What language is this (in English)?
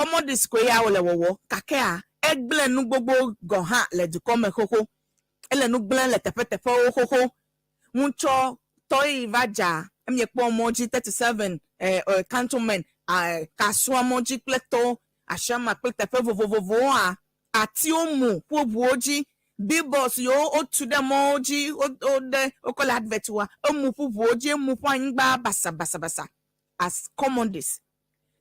Ewe